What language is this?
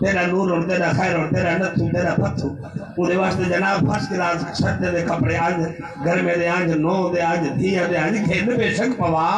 Saraiki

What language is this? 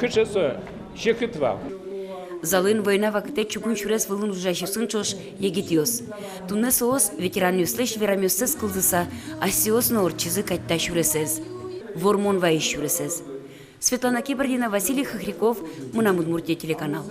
Udmurt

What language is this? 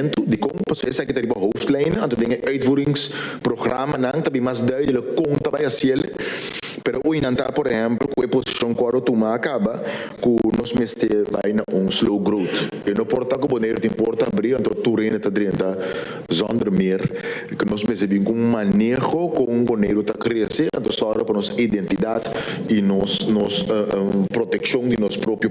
Papiamento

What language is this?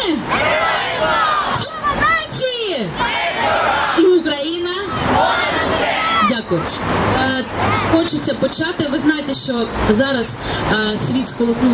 Ukrainian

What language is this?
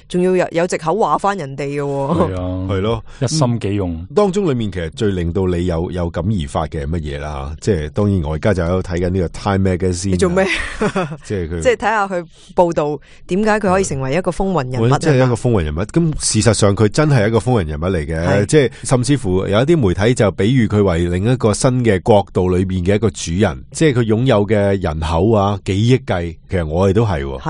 Cantonese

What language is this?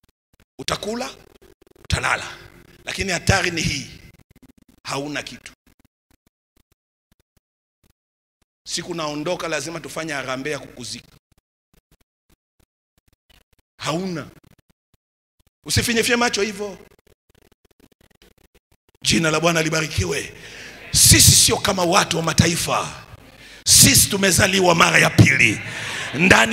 Swahili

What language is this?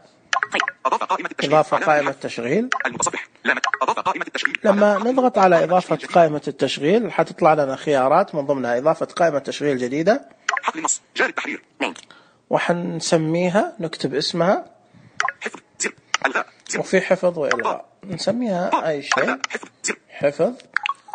Najdi Arabic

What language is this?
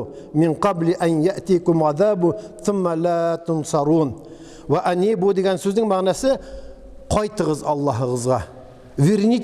Tatar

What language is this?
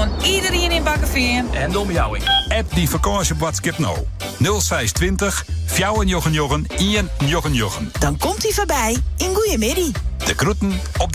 Western Frisian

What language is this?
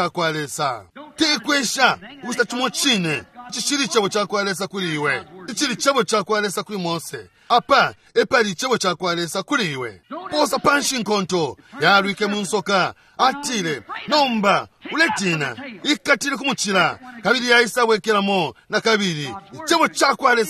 Bemba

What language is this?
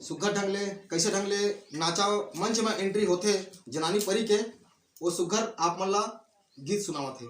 Chhattisgarhi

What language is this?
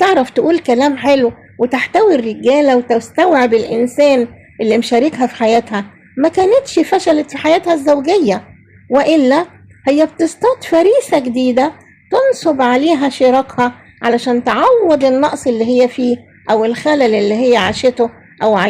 Egyptian Arabic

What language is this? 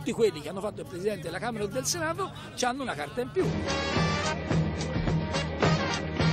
Italian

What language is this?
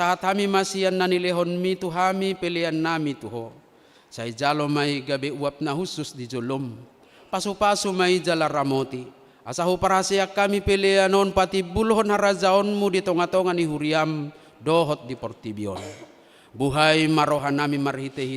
Batak Toba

